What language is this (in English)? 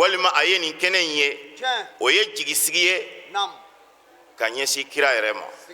Bambara